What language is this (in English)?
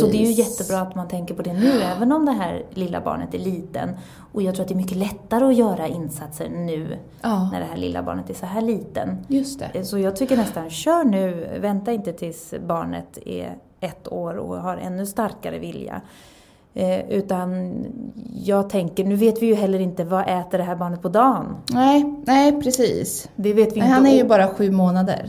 Swedish